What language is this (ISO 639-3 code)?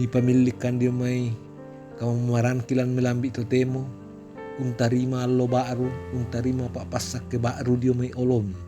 sda